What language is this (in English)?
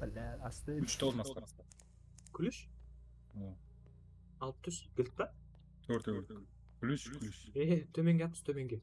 Kara-Kalpak